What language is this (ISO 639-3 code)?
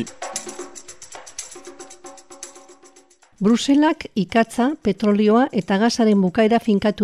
eus